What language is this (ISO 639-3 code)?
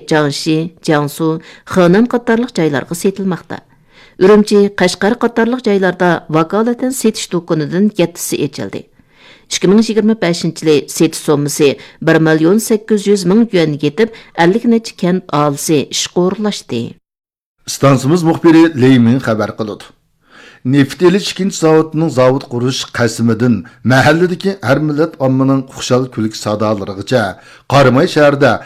uig